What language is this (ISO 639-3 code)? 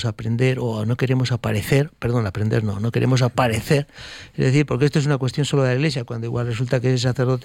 spa